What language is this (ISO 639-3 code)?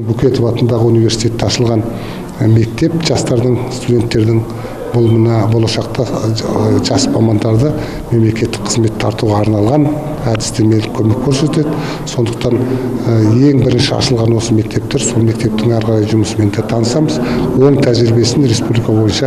kaz